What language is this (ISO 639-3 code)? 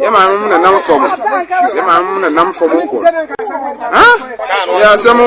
aka